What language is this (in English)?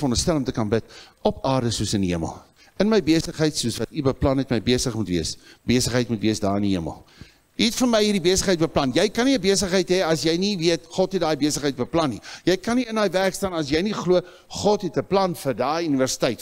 Afrikaans